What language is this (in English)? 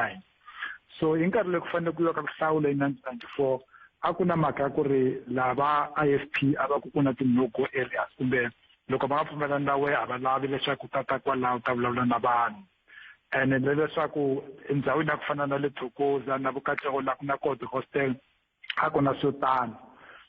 Tsonga